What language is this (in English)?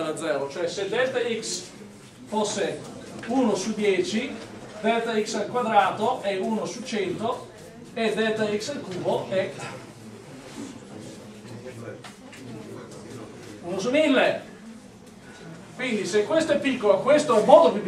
Italian